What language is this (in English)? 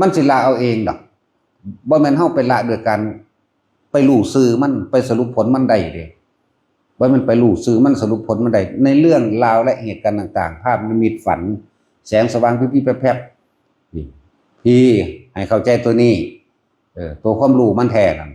Northeastern Thai